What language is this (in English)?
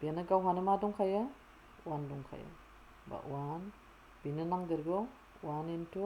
Bodo